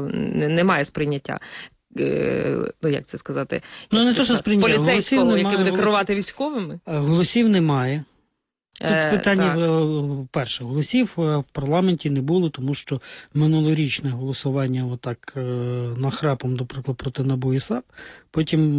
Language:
Ukrainian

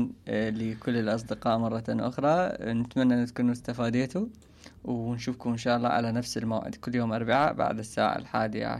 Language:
Mesopotamian Arabic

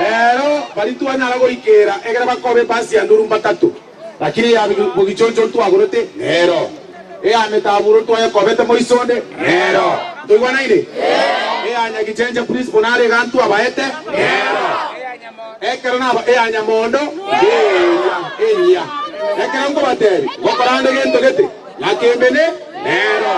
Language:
Gusii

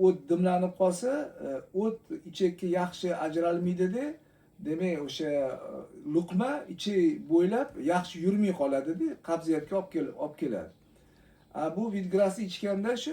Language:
Uzbek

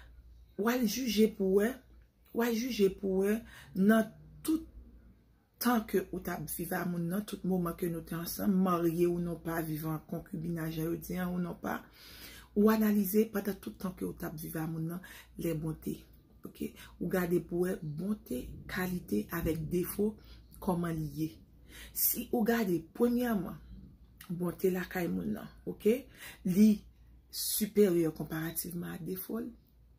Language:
Haitian Creole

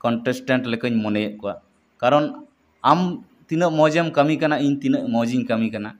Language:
Santali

